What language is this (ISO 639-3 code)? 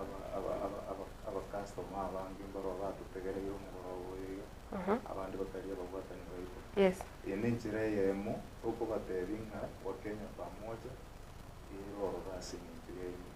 guz